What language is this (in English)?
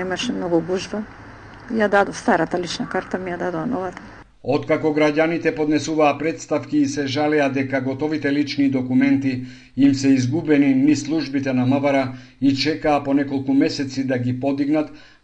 Macedonian